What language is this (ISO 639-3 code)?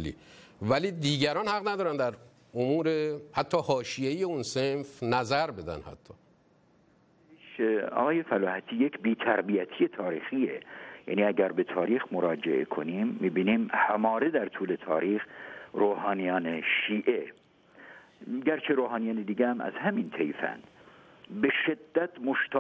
fas